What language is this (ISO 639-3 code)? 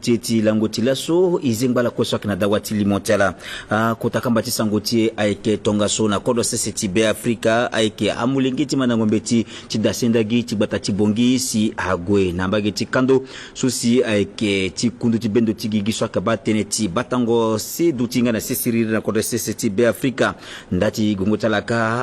sag